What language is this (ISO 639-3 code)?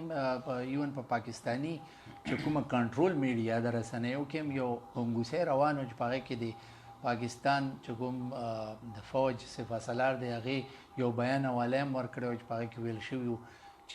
pus